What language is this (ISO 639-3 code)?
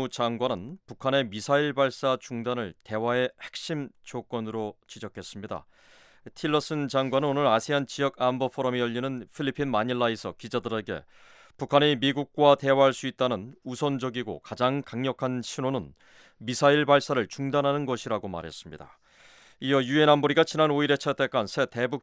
kor